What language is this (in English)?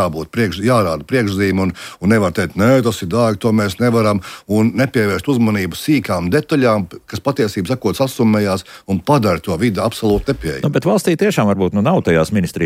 Latvian